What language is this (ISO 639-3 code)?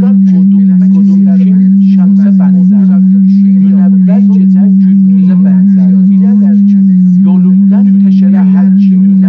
azb